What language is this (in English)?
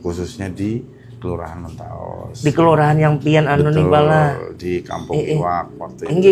Banjar